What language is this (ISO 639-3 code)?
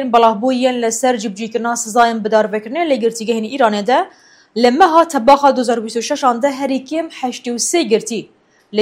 kur